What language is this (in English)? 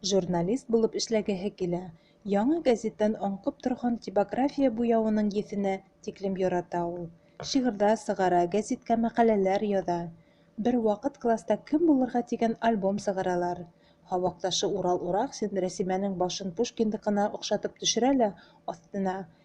Bashkir